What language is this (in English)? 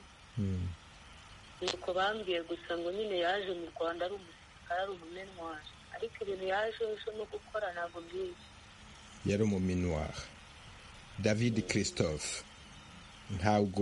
Kinyarwanda